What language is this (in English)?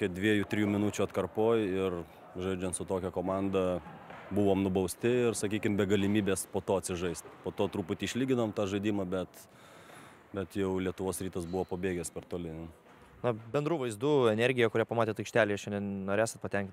Lithuanian